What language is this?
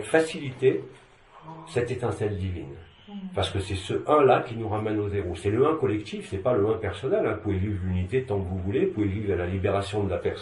French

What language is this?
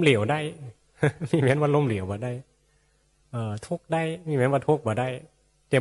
Northeastern Thai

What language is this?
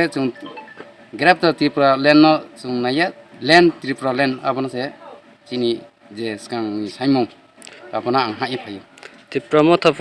Kok Borok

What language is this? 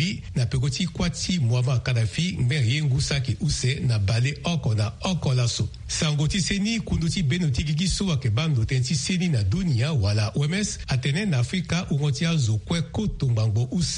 Sango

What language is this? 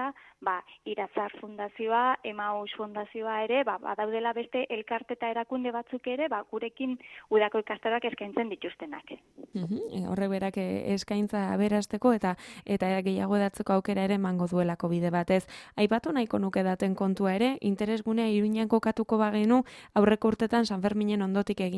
Basque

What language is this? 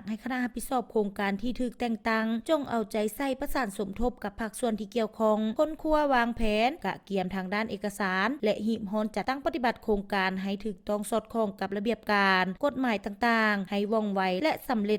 Lao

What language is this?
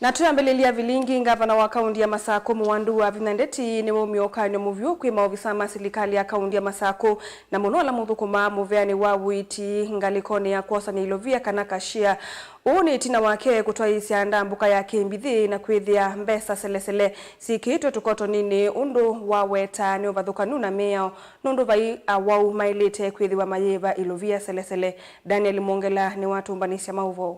Kamba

